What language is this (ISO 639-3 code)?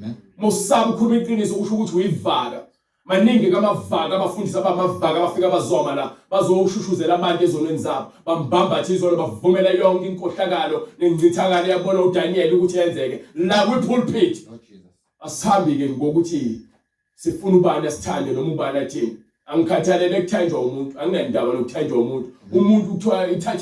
zul